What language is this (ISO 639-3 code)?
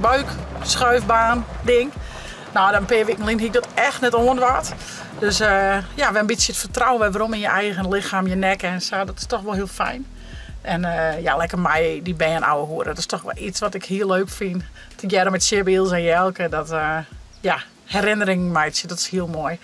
fry